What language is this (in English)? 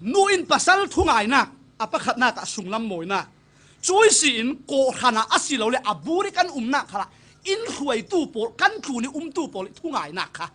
Falam Chin